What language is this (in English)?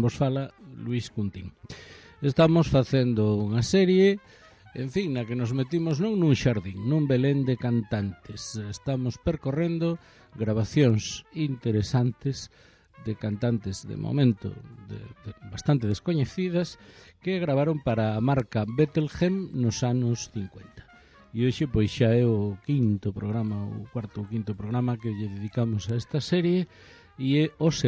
Galician